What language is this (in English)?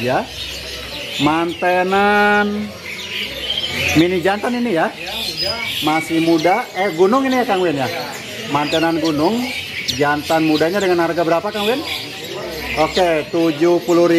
Indonesian